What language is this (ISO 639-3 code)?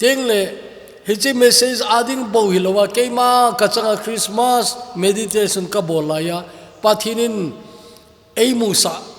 tcz